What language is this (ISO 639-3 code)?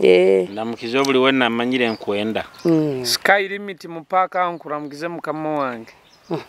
nyo